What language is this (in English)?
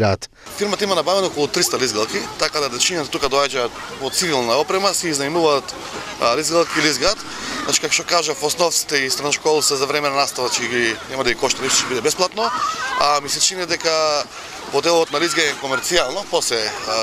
Macedonian